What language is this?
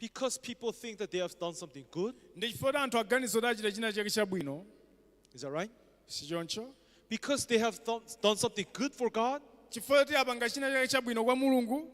Nyanja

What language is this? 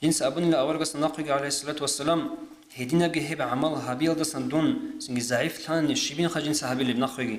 Avaric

